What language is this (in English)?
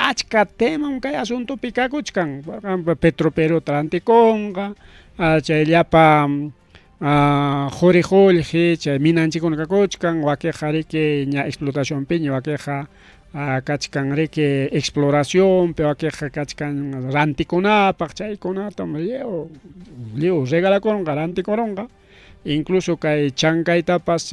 Ayacucho Quechua